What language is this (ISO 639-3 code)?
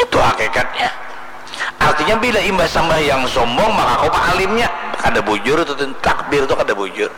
bjn